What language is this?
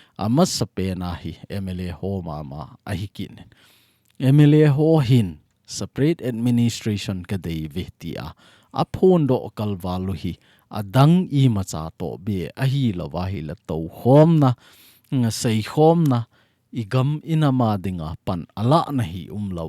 Thado Chin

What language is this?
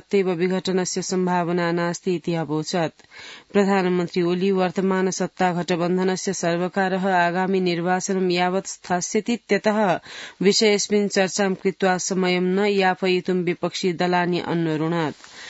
Sanskrit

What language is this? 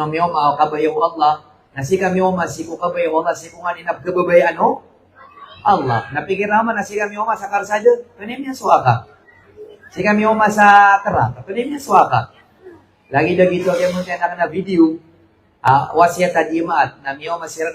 Maranao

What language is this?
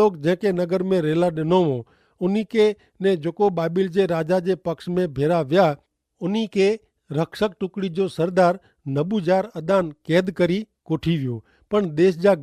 Kachhi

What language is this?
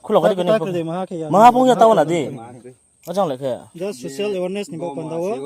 Riang (India)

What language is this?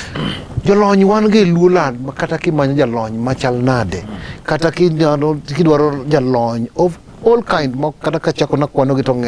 Luo (Kenya and Tanzania)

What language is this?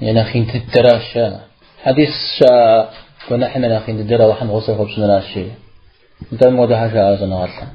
Kabardian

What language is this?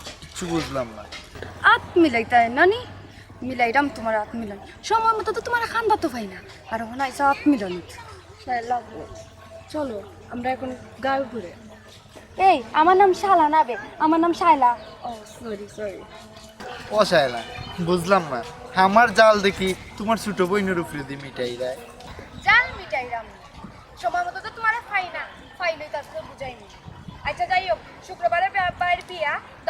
Sylheti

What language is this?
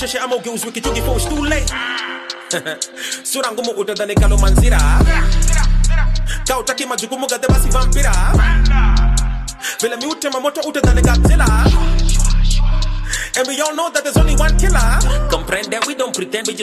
Swahili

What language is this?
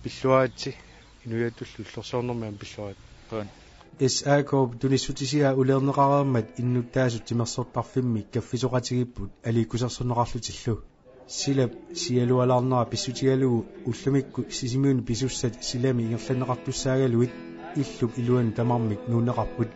Kalaallisut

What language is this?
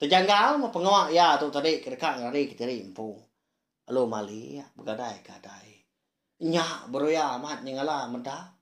Iban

